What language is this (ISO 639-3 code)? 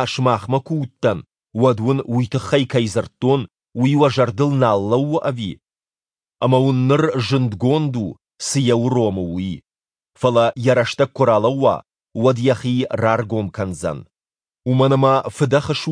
oss